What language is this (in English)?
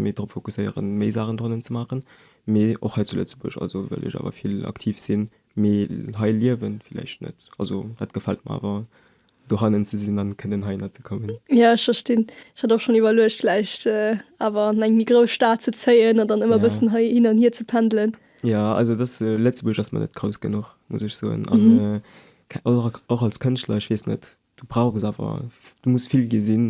Luxembourgish